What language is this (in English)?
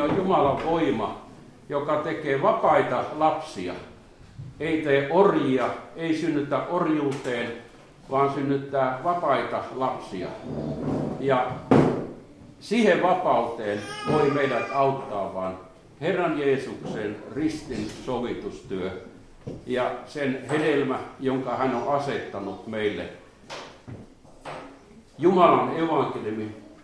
Finnish